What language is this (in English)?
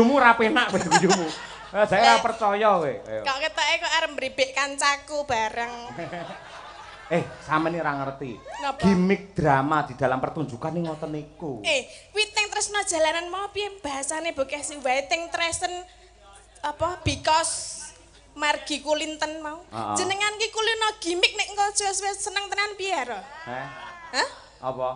Javanese